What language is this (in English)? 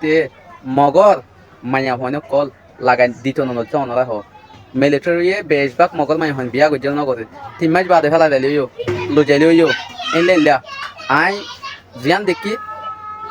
Rohingya